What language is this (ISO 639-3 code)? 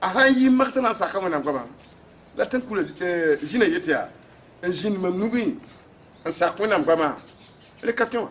mos